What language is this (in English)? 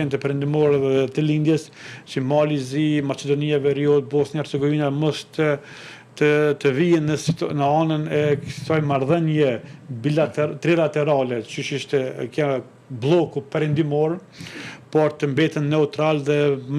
Albanian